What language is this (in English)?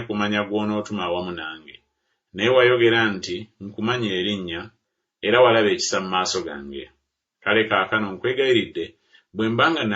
Ganda